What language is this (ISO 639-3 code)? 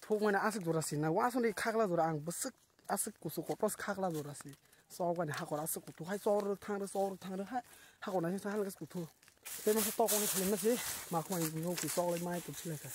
trp